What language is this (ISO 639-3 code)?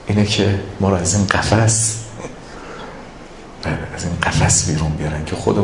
fas